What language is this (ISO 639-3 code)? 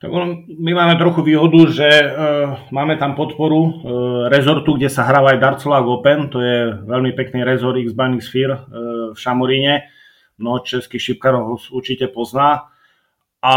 slk